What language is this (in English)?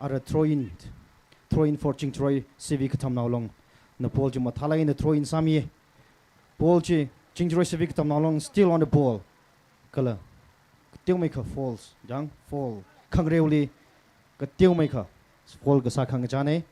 Tangkhul Naga (India)